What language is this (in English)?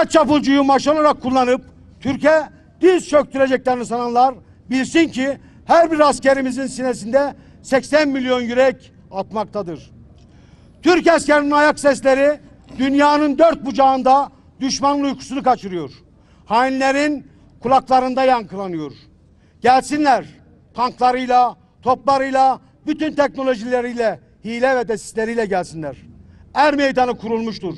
Turkish